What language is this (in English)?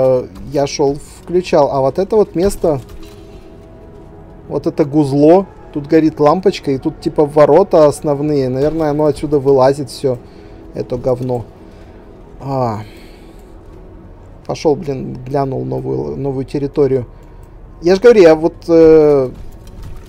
Russian